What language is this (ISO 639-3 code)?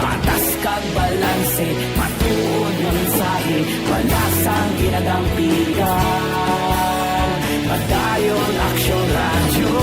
hil